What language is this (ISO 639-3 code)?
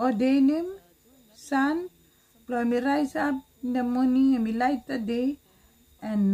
bis